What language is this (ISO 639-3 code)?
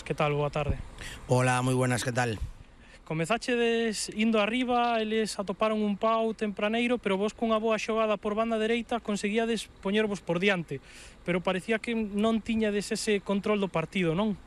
glg